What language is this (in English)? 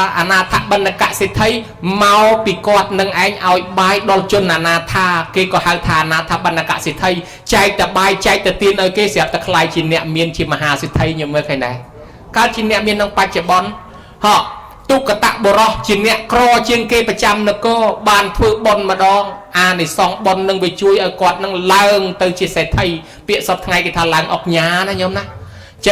Khmer